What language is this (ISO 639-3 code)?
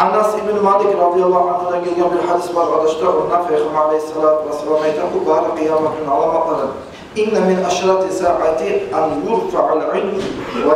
kum